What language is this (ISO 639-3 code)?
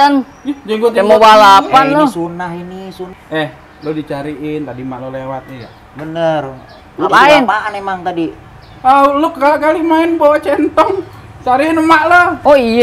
bew